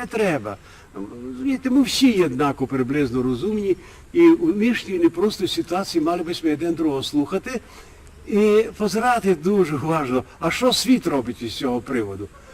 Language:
Rusyn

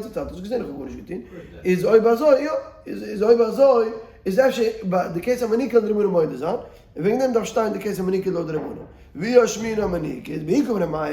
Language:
Yiddish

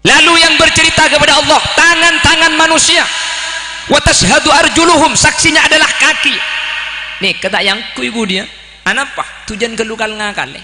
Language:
Madurese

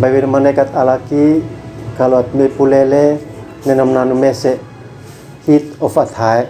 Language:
Uab Meto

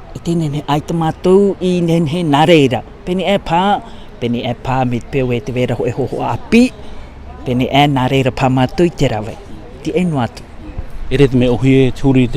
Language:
Tahitian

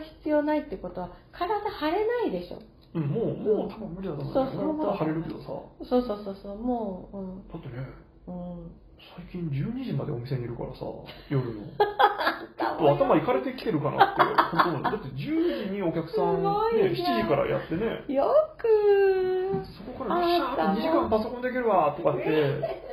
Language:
Japanese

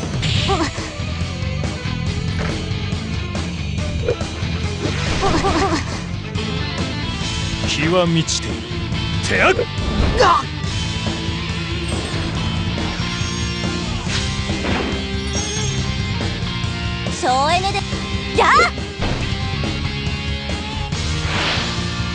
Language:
Japanese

